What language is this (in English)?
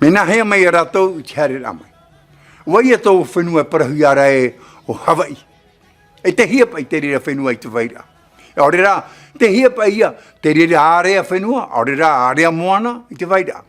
Tahitian